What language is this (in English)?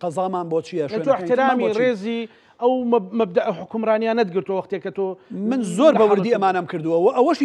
Central Kurdish